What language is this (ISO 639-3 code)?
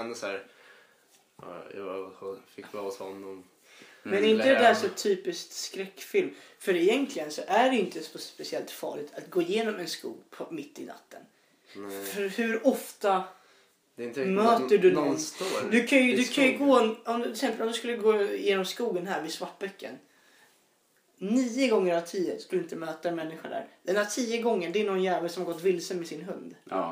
swe